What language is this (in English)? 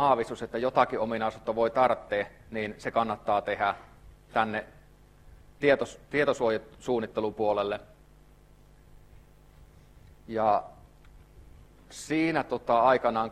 Finnish